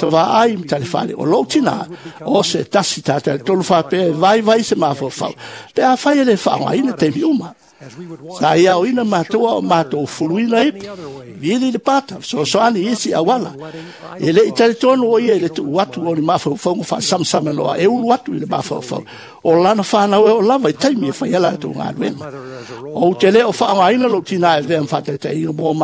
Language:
Samoan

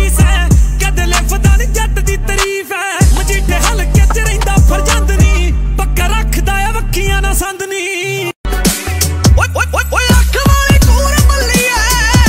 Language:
Punjabi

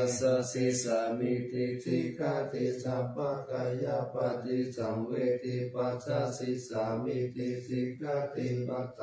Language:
Pali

